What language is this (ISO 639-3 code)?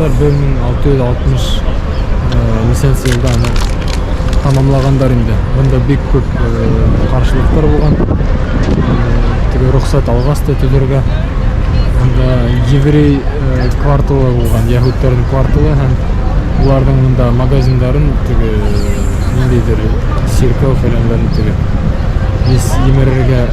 bak